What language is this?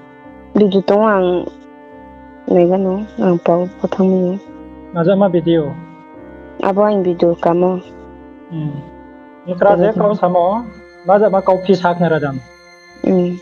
Riang (India)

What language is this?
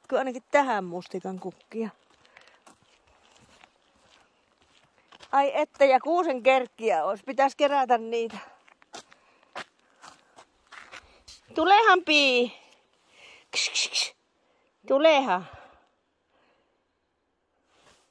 Finnish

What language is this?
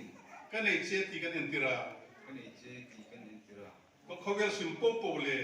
Hmar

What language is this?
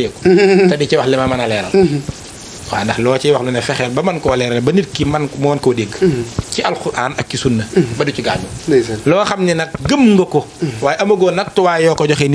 Wolof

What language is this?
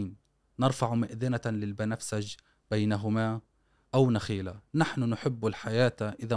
Gulf Arabic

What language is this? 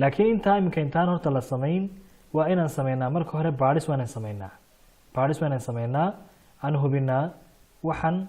Somali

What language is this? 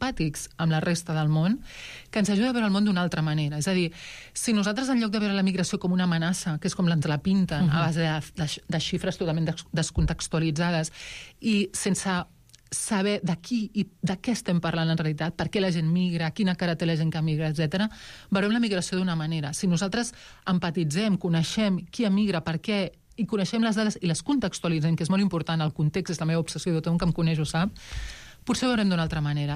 Catalan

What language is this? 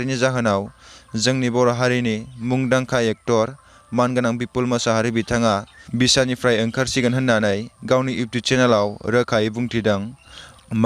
Bodo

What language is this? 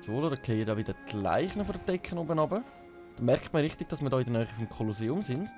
Swiss German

